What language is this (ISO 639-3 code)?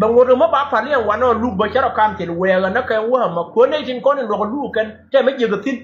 nus